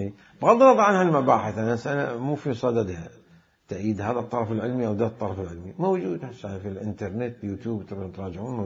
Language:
Mesopotamian Arabic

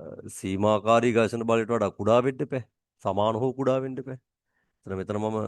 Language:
Sinhala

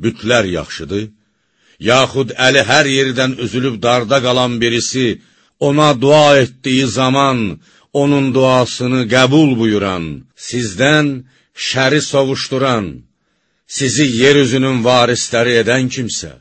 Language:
Azerbaijani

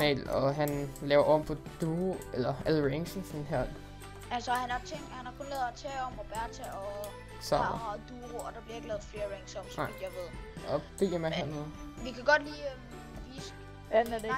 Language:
Danish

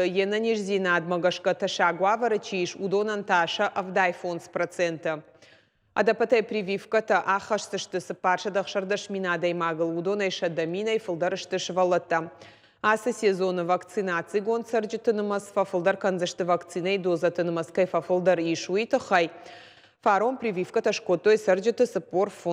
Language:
Ossetic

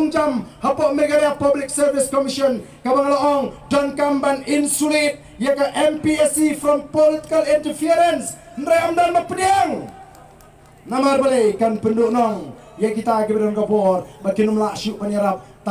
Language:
Khasi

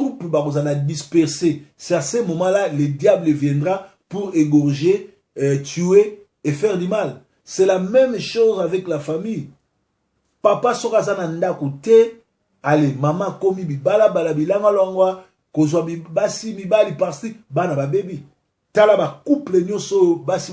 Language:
Lingala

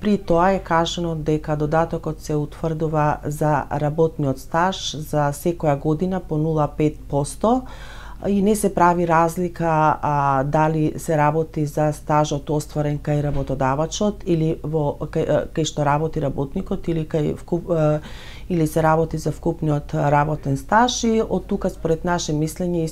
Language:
Macedonian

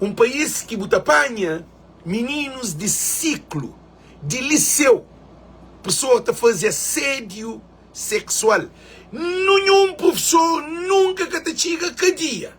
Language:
Kabuverdianu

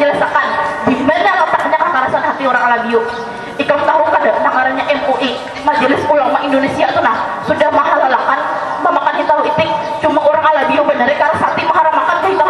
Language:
Banjar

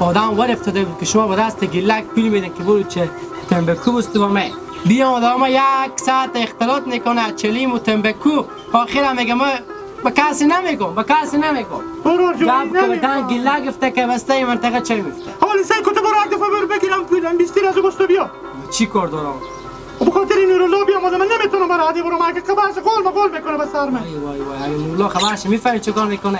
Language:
Hazaragi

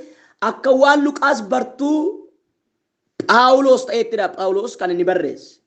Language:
Oromo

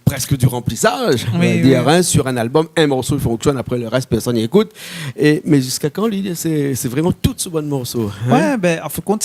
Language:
Réunion Creole French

